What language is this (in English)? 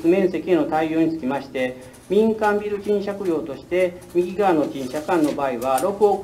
Japanese